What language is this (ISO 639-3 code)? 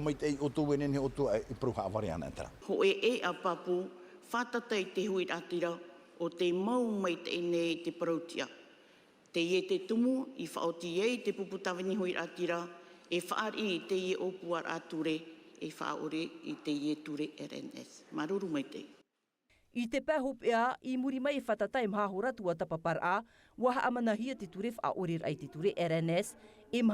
tah